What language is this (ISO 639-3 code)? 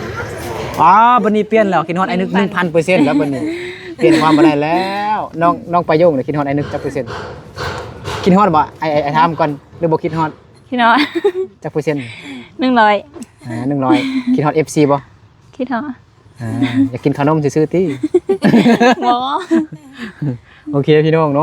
lao